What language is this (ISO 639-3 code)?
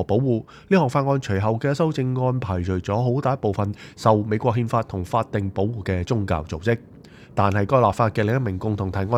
yue